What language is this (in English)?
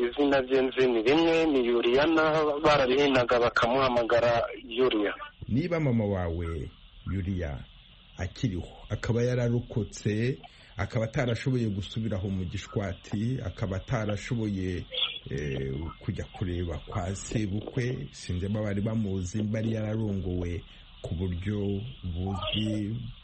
Kinyarwanda